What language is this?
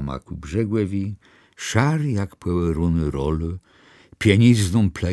Kashubian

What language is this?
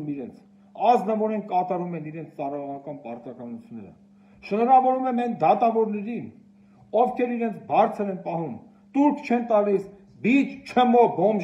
Armenian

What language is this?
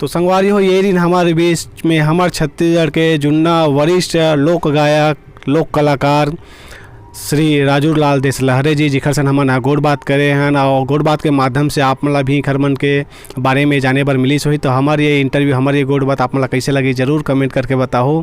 Chhattisgarhi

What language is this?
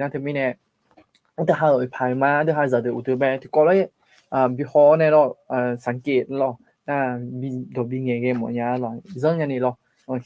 Akha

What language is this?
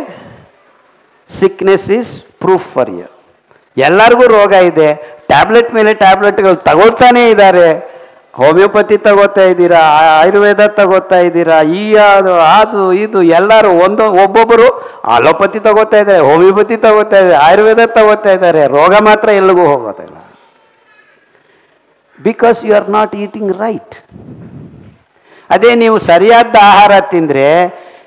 Kannada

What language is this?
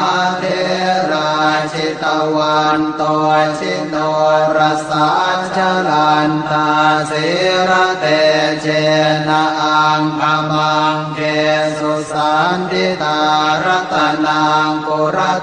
Pali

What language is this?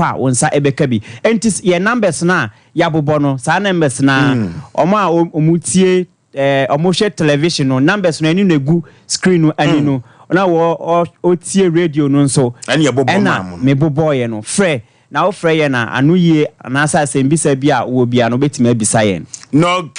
Akan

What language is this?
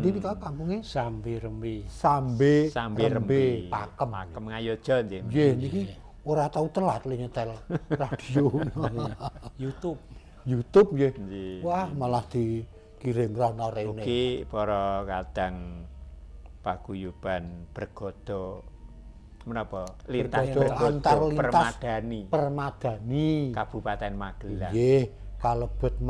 Javanese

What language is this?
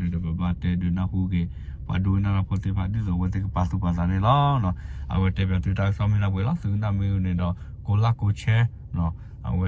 S'gaw Karen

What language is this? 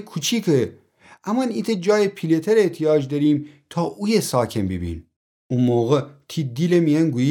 Gilaki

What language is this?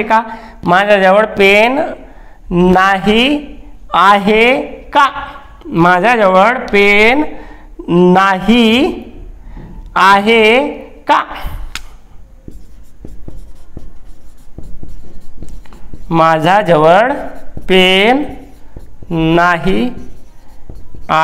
Marathi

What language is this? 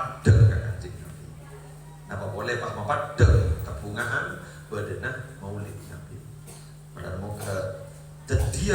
Madurese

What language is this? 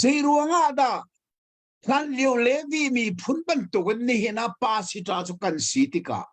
Hakha Chin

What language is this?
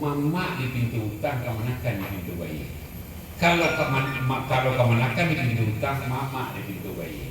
Minangkabau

